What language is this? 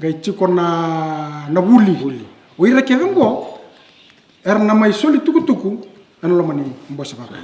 Fijian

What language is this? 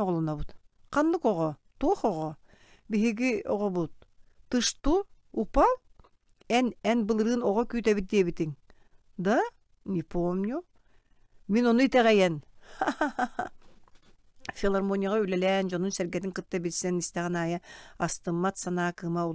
Yakut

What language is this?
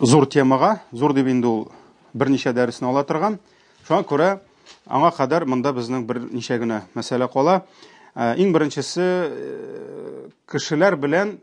Tatar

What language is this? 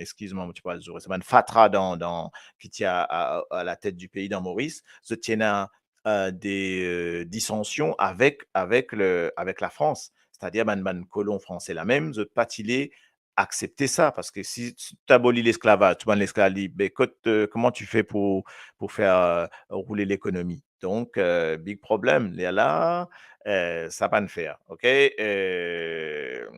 Morisyen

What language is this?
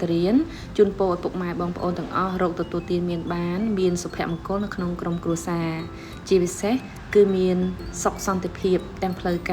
Khmer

